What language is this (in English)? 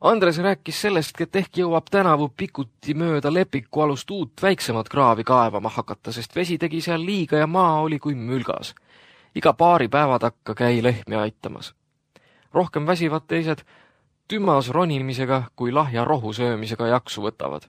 Estonian